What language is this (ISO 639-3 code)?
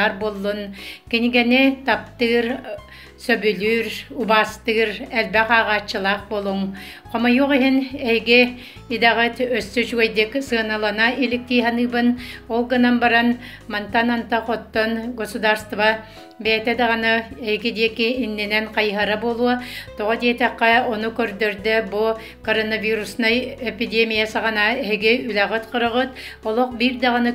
sah